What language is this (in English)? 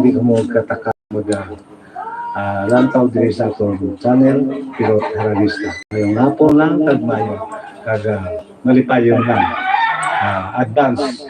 Hiligaynon